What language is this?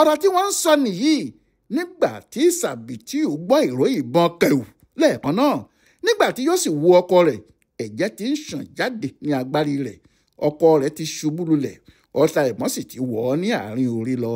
Yoruba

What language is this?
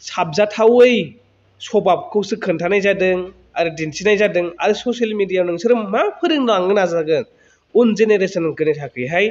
Bodo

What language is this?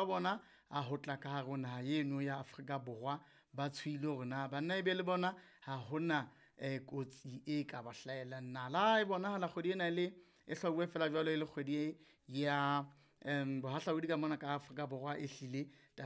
Southern Sotho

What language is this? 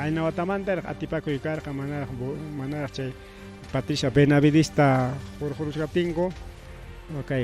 Ayacucho Quechua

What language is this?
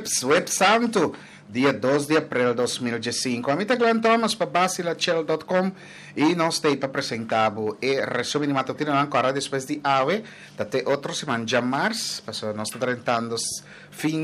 Papiamento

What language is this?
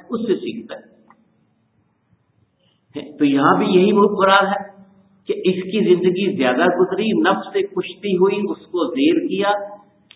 Urdu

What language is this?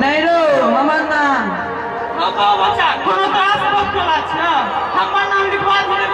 Maithili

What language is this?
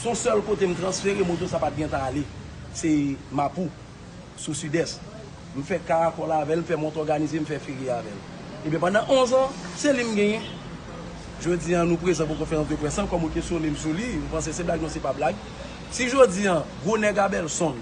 Haitian Creole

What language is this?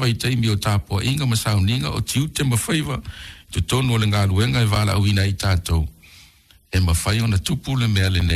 Samoan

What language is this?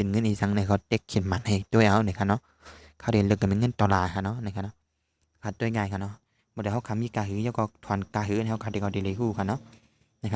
Shan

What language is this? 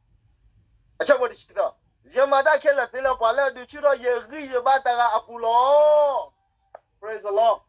S'gaw Karen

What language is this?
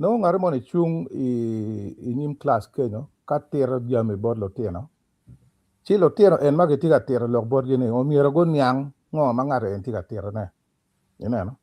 Acoli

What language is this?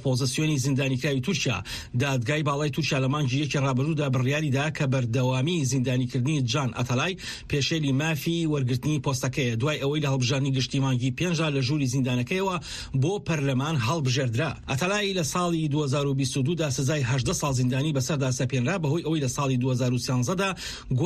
Central Kurdish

